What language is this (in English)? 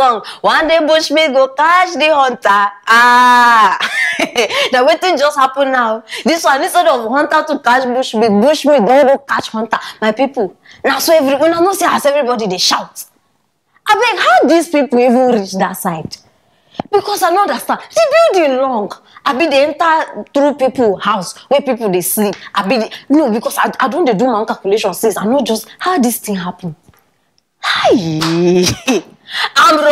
Nigerian Pidgin